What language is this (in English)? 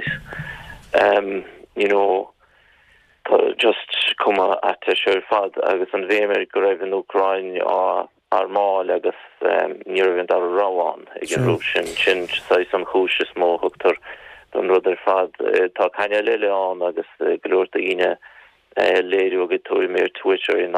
Irish